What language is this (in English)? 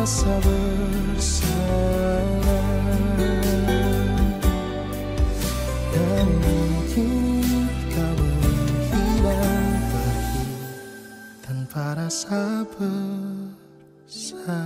Indonesian